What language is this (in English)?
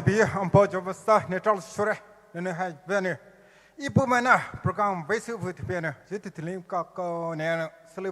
Poumei Naga